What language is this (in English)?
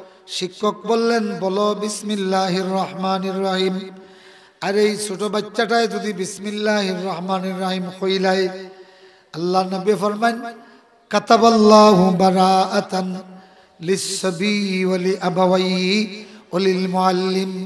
Sylheti